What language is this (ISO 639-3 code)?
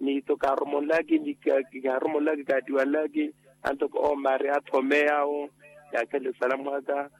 vmw